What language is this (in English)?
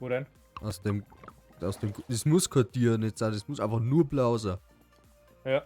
Bavarian